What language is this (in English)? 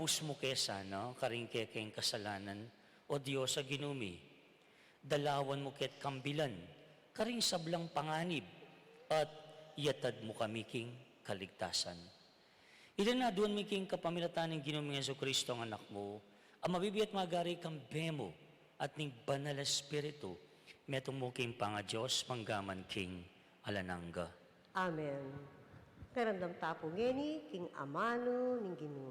Pampanga